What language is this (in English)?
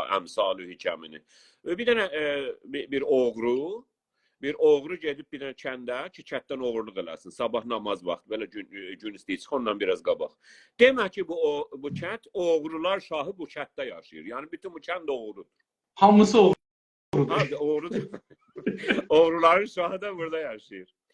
South Azerbaijani